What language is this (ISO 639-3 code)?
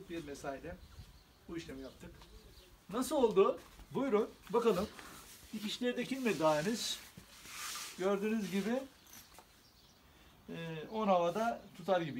tur